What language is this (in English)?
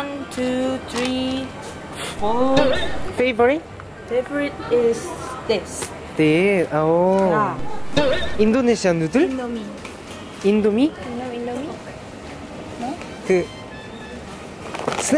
Korean